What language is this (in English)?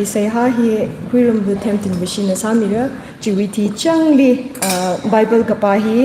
Tangkhul Naga (India)